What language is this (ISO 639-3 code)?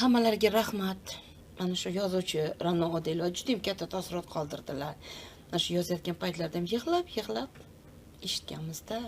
uzb